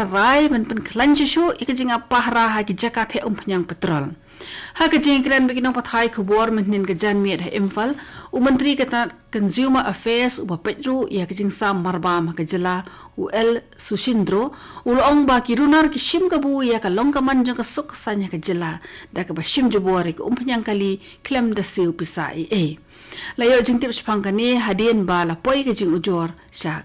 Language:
Khasi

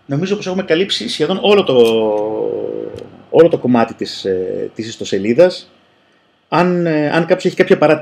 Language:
Greek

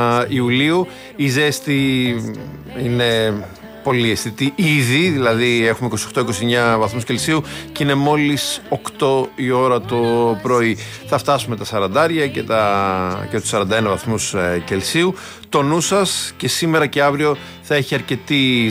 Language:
Greek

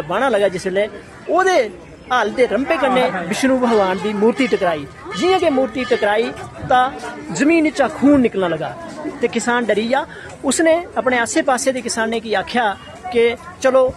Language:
Dogri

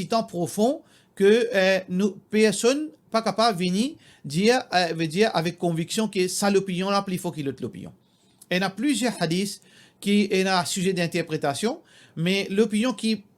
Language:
Morisyen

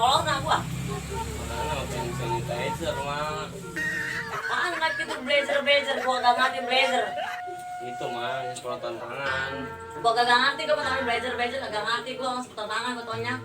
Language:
Betawi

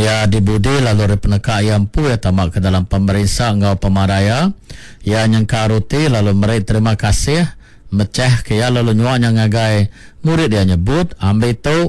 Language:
Iban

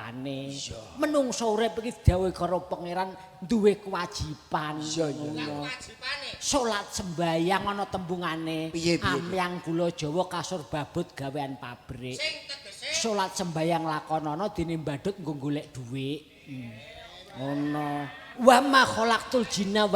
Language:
Javanese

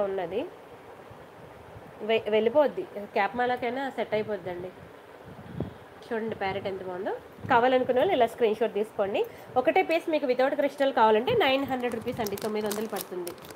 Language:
Telugu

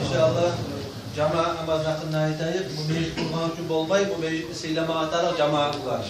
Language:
Kumyk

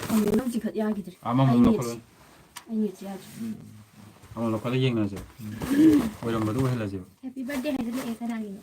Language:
Manipuri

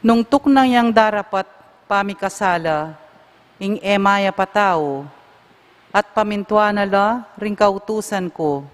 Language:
Pampanga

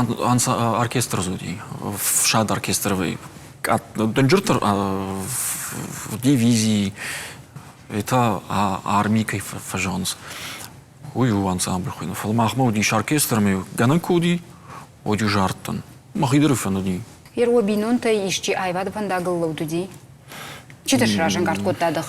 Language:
Ossetic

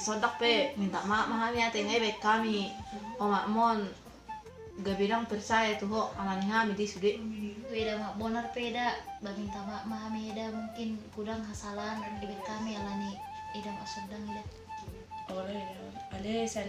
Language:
Batak Toba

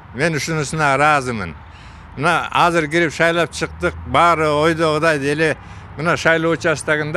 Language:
Kyrgyz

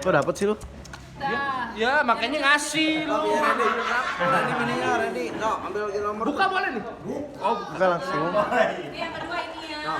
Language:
Betawi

